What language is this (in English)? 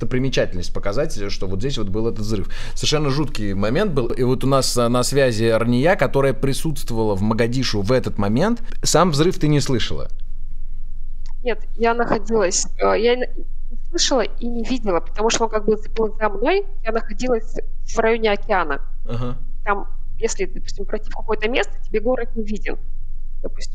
Russian